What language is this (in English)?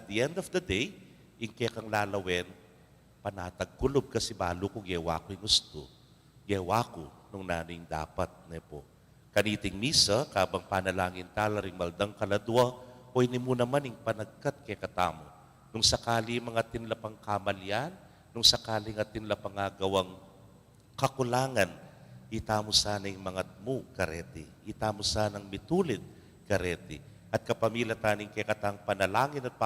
Pampanga